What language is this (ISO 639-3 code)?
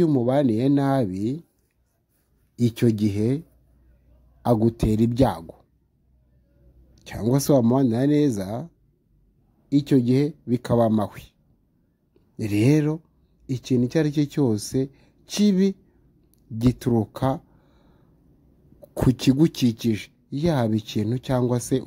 kin